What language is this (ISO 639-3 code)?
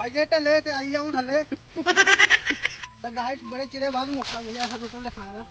doi